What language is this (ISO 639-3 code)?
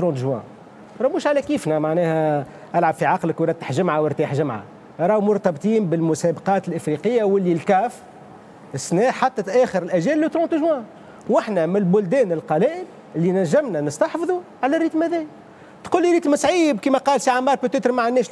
aeb